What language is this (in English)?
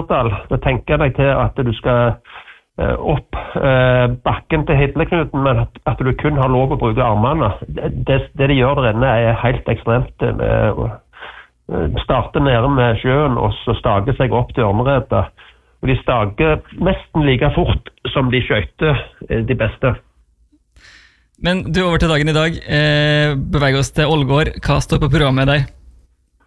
Norwegian